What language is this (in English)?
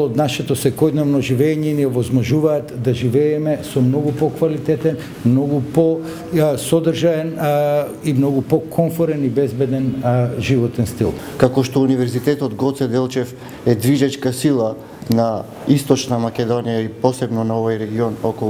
Macedonian